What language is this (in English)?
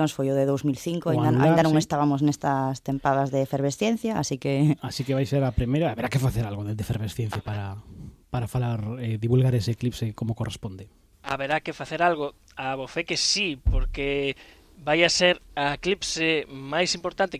Galician